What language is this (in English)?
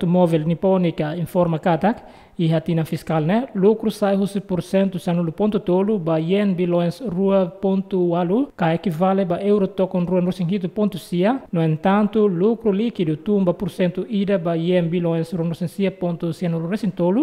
Tetum